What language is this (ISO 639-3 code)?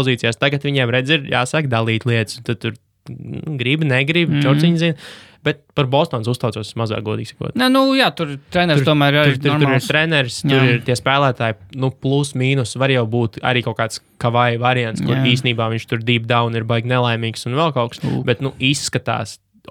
lav